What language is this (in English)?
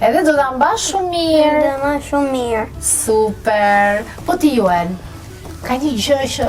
Albanian